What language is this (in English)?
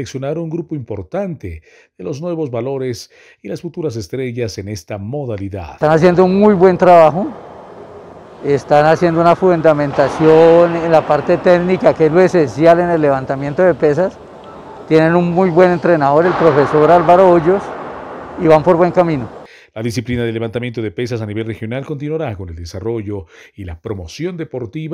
Spanish